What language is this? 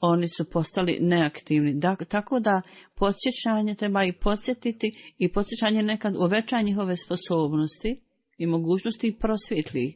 Bosnian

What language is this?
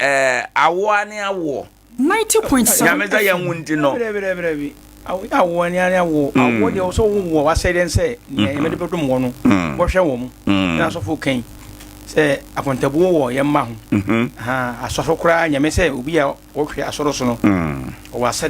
Akan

